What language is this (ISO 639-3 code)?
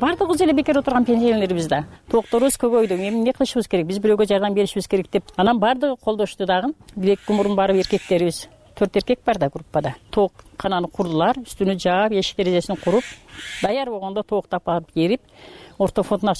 kir